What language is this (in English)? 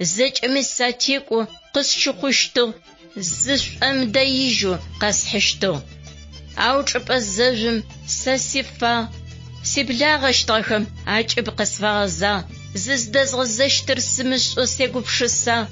Adyghe